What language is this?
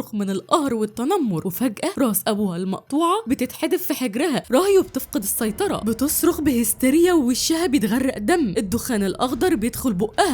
Egyptian Arabic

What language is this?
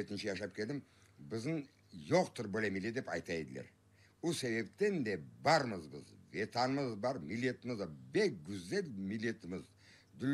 Crimean Tatar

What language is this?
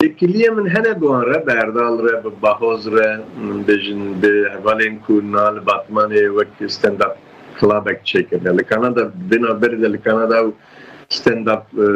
Kurdish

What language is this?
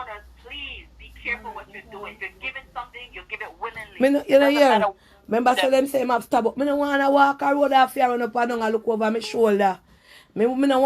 Jamaican Creole English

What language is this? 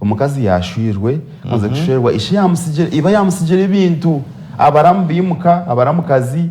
Nyankole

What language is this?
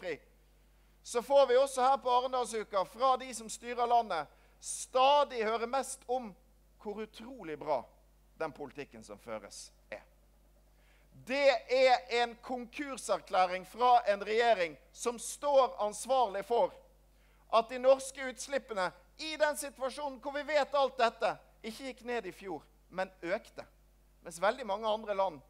Norwegian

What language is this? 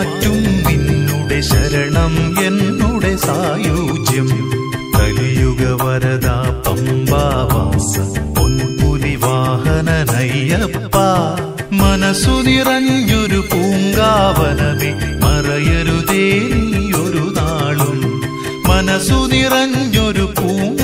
Malayalam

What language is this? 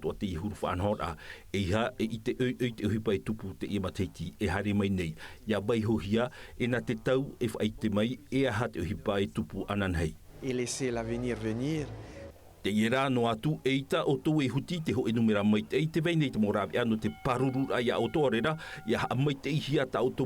Tahitian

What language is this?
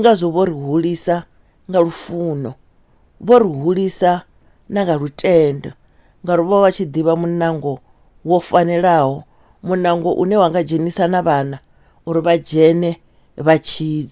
Venda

